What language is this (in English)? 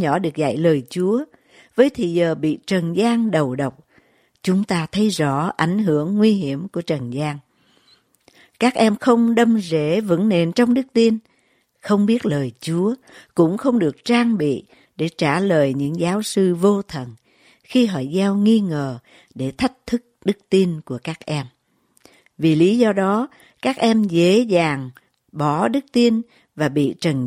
Vietnamese